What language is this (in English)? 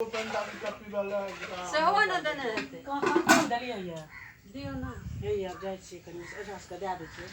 Maithili